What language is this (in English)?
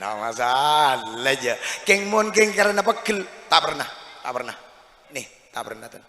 Madurese